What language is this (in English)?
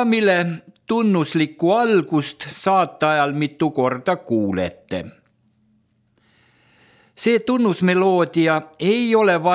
Estonian